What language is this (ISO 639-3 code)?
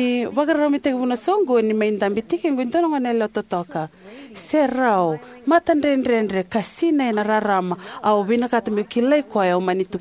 fij